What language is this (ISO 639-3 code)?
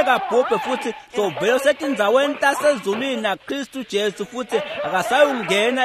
ssw